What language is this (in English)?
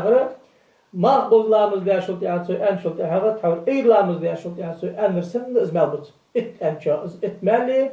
Ingush